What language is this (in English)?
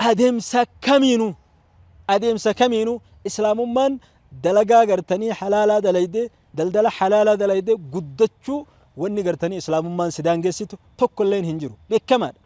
Oromo